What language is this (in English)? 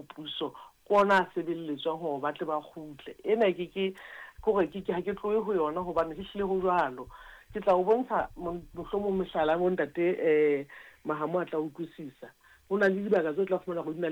Southern Sotho